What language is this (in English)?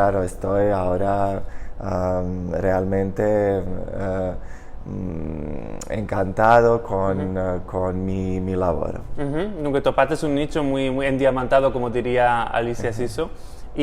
Ladino